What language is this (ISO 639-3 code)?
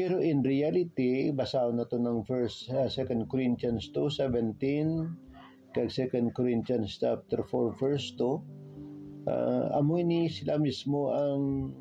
hil